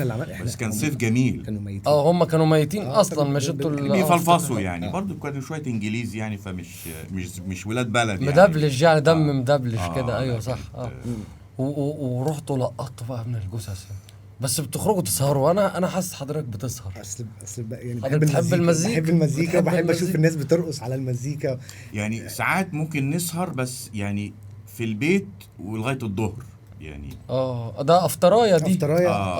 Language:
Egyptian Arabic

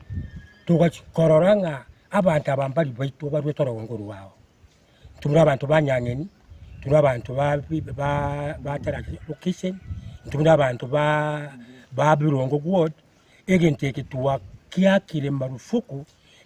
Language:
Gusii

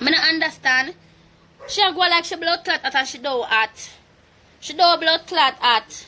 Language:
Jamaican Creole English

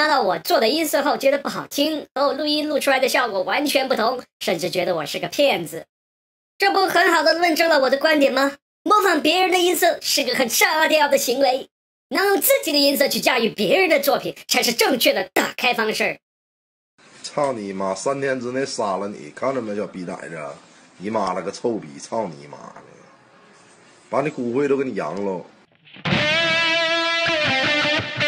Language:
Chinese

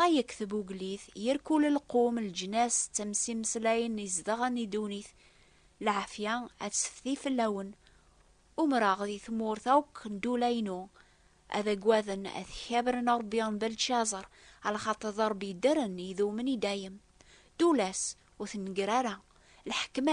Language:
Kabyle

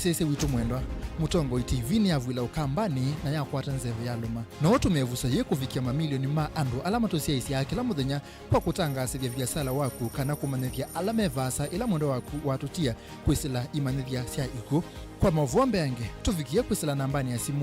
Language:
Kamba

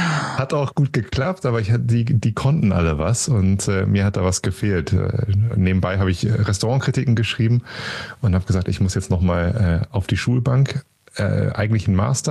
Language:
German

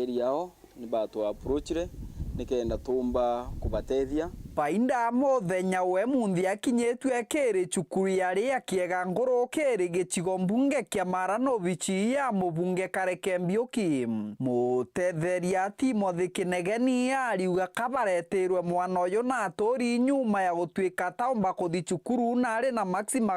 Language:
Meru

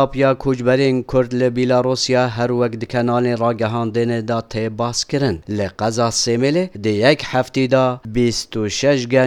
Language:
Kurdish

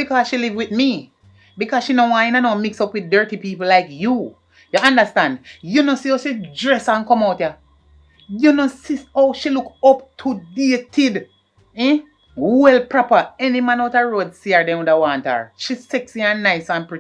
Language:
Jamaican Creole English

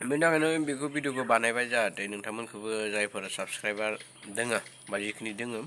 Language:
Bodo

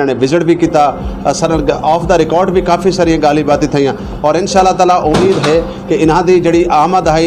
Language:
Saraiki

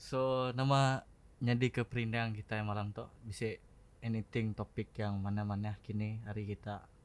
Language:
Iban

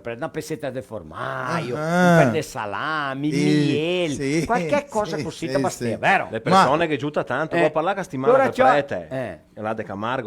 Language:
Venetian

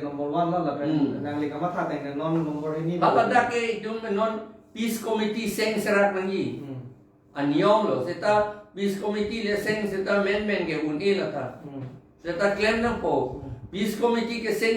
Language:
Karbi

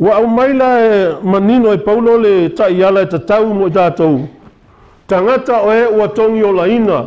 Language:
Samoan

